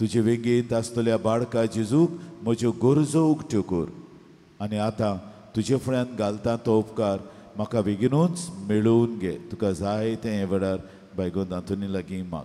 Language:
Konkani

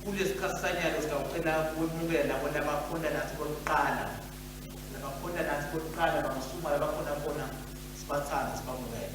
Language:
Swati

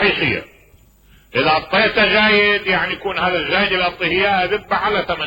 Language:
Mesopotamian Arabic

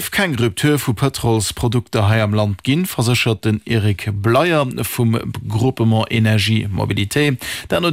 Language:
Luxembourgish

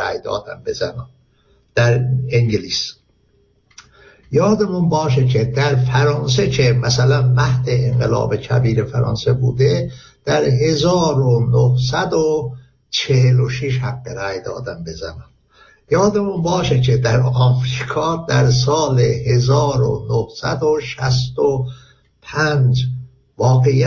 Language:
Persian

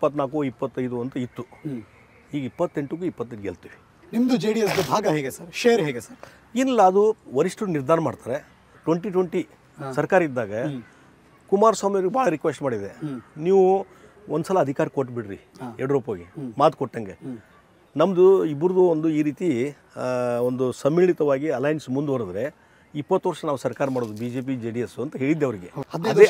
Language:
Kannada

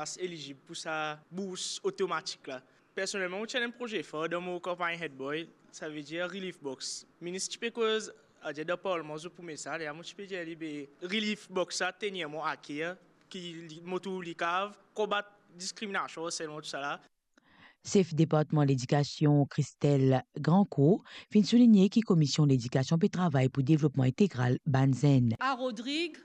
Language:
Morisyen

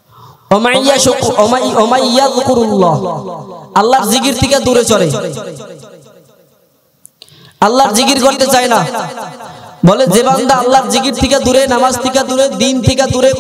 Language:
Bangla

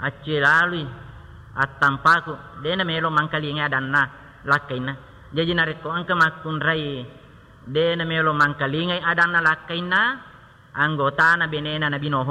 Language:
Buginese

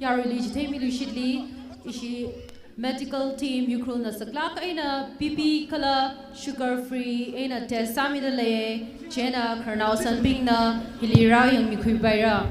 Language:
Tangkhul Naga (India)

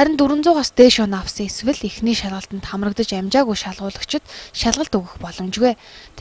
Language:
Mongolian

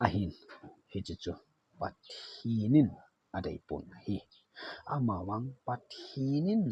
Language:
Thado Chin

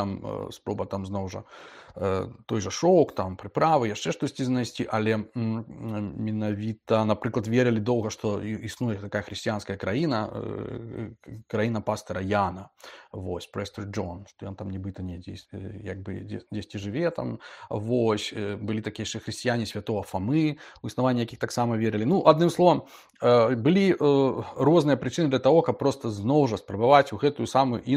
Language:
Belarusian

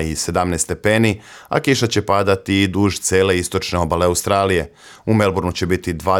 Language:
Serbian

